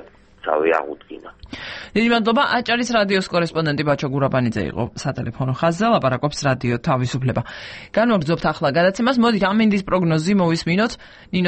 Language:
Georgian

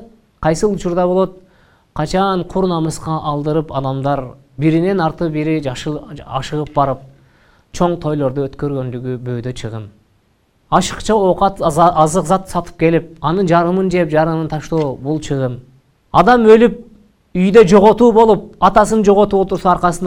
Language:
Kyrgyz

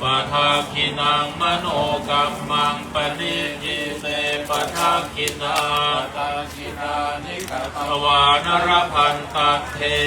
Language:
Pali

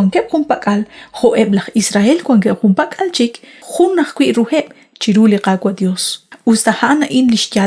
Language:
Kekchí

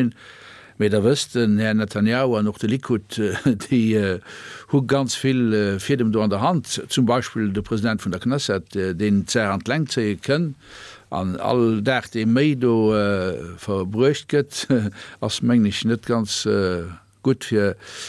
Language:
Luxembourgish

